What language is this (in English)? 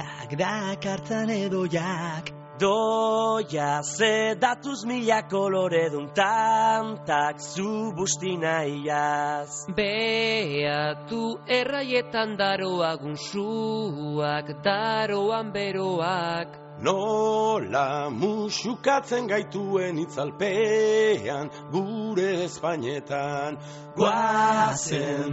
Basque